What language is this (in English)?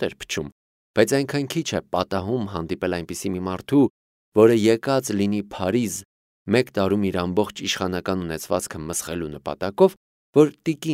Armenian